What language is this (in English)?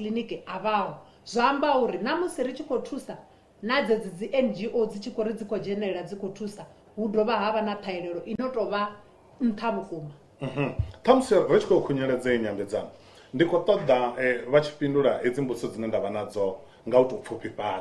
Venda